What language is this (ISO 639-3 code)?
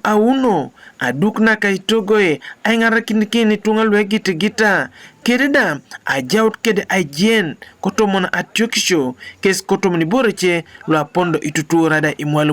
teo